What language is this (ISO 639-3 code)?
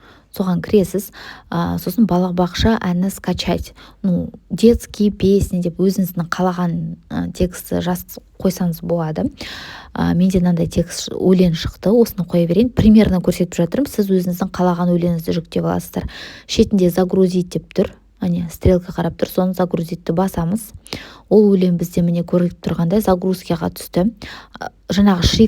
kaz